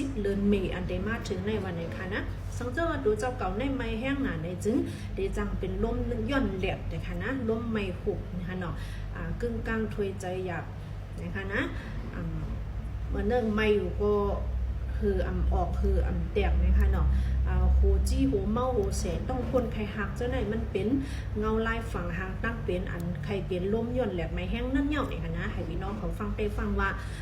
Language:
Shan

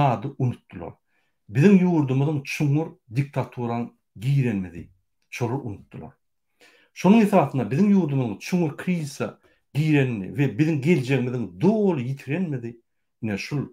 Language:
Turkmen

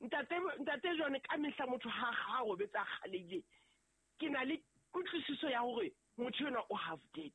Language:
Southern Sotho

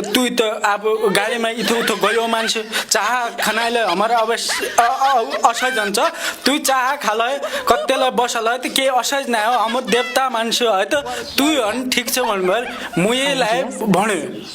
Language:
Nepali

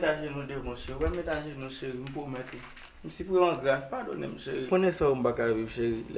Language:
Haitian Creole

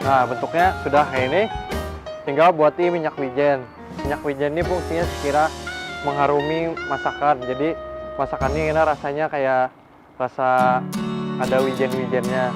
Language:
Banjar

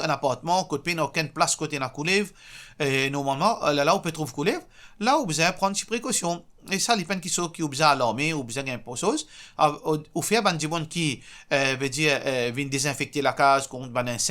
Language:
Morisyen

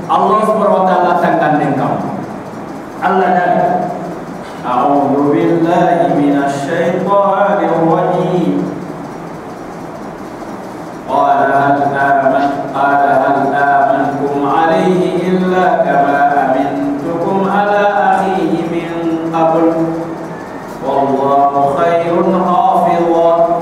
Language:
Soninke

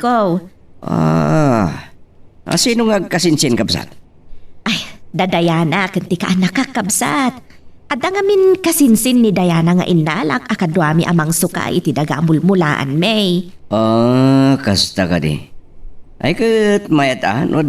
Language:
Iloko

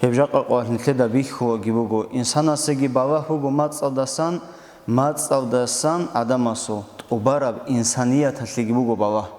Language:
Avaric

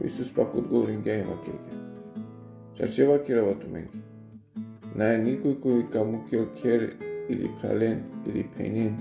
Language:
Balkan Romani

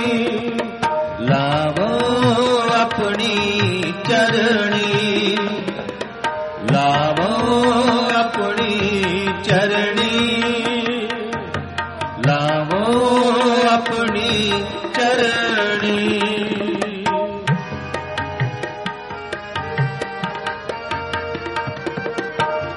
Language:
Punjabi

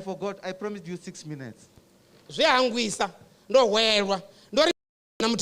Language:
Venda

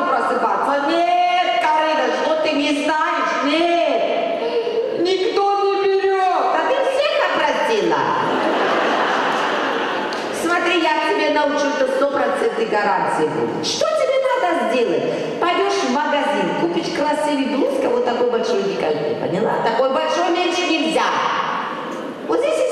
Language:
Russian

